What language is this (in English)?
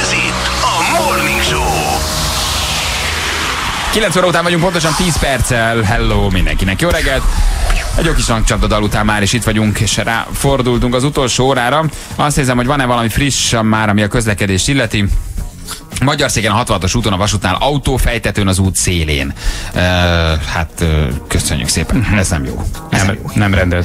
Hungarian